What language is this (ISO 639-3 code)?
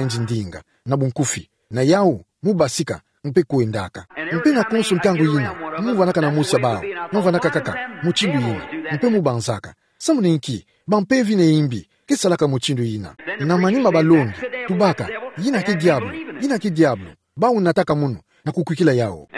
ktu